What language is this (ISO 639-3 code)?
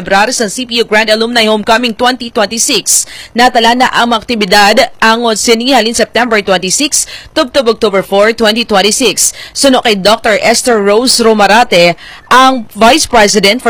hil